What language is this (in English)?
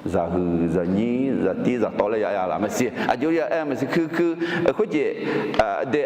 Akha